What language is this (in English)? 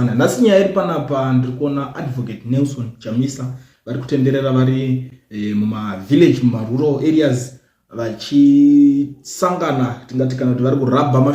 Shona